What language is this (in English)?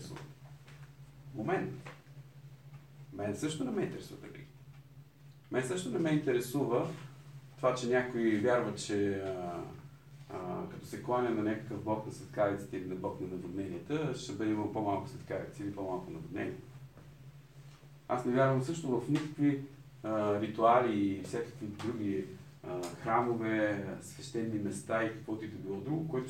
Bulgarian